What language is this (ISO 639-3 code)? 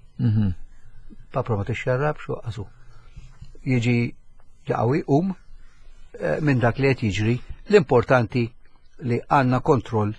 mlt